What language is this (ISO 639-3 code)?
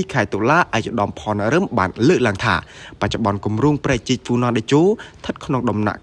khm